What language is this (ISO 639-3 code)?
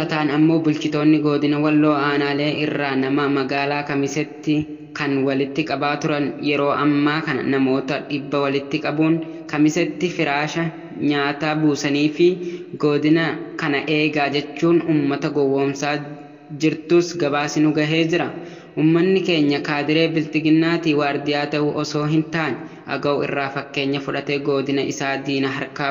orm